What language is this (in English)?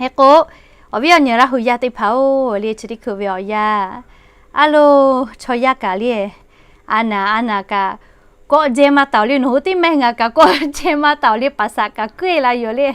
Lahu